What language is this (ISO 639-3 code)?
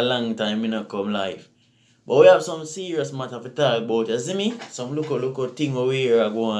jam